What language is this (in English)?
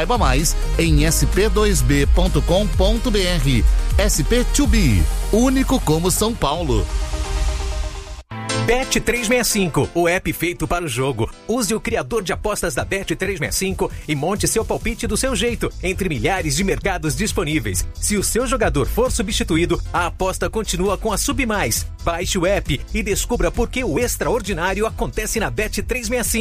Portuguese